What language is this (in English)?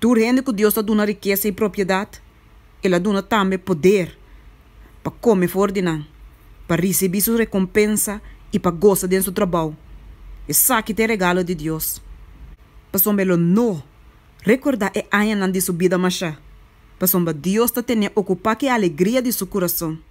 Papiamento